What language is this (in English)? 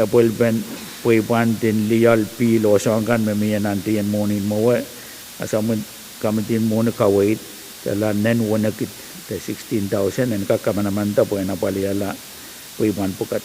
Pohnpeian